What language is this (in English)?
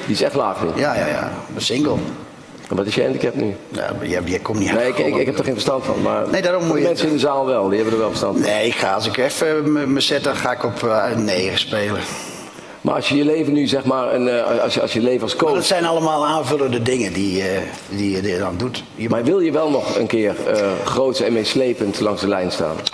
Dutch